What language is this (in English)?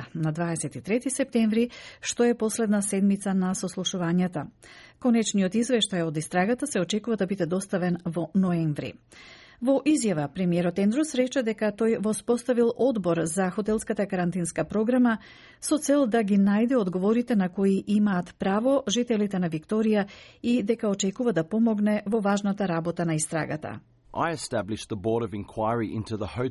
Macedonian